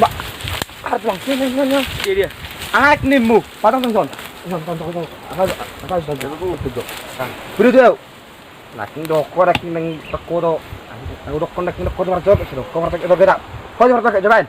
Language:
Batak Toba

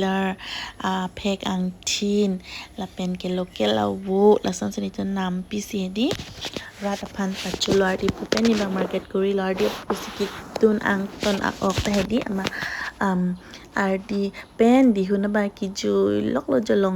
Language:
Karbi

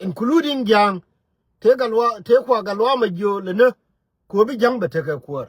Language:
Nuer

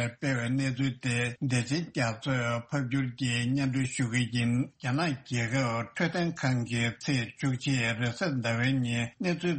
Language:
Tibetan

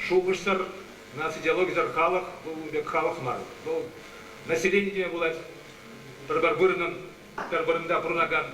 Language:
Chuvash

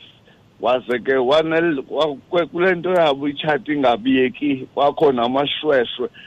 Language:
Xhosa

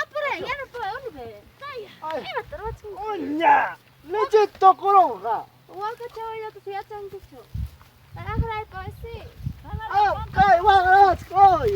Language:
Ayacucho Quechua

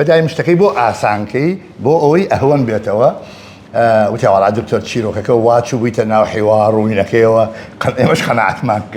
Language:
Central Kurdish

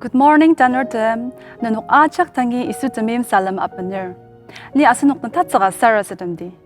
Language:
Ao Naga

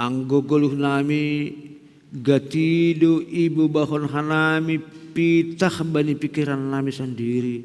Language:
Batak Simalungun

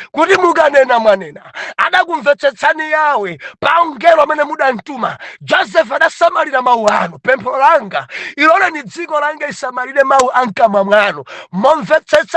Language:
Nyanja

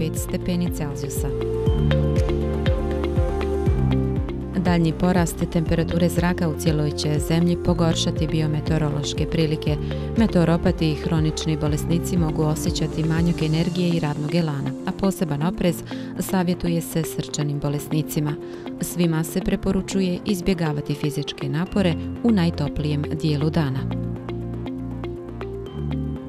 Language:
Bosnian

